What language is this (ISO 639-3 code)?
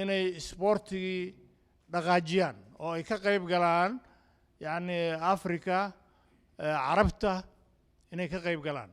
som